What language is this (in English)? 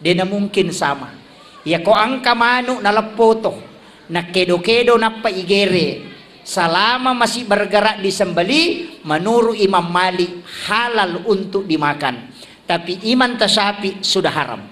Buginese